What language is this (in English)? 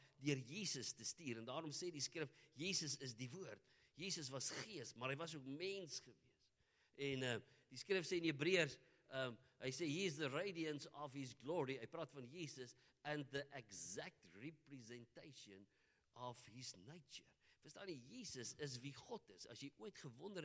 Afrikaans